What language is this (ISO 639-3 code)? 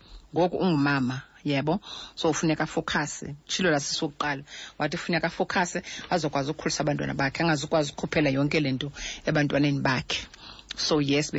xho